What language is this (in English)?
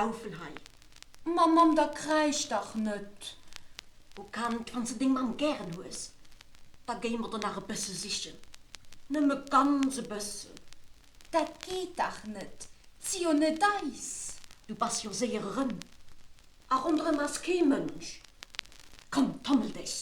Luxembourgish